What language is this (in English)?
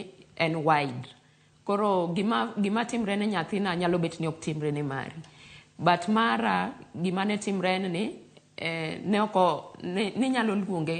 Luo (Kenya and Tanzania)